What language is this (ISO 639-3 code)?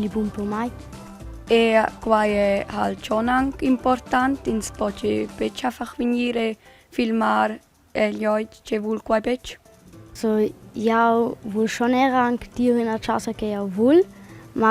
roh